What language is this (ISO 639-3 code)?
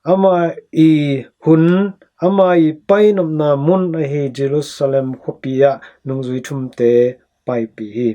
ctd